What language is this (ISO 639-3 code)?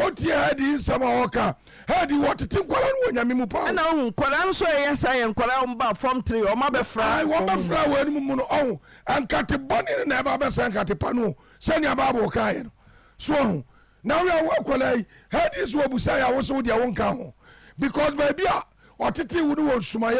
aka